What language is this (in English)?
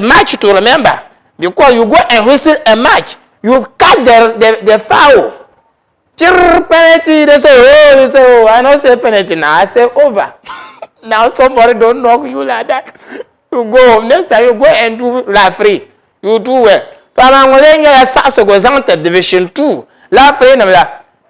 Dagbani